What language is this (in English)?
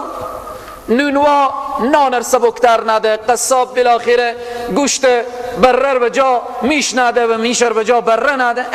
Persian